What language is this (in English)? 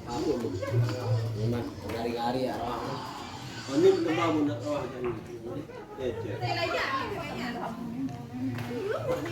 Sasak